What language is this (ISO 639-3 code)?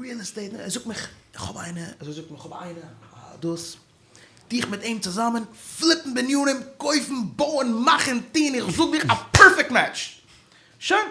yid